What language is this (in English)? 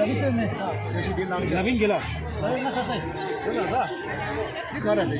Tibetan